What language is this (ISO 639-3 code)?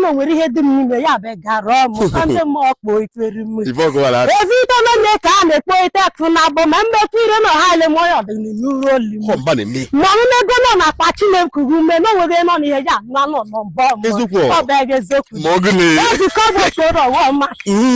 ibo